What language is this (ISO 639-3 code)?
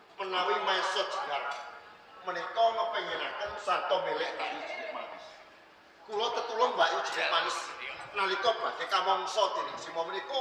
jav